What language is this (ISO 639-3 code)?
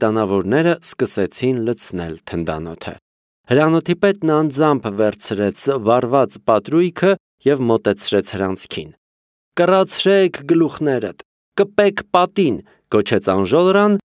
hye